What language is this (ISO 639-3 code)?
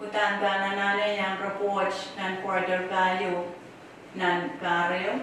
pon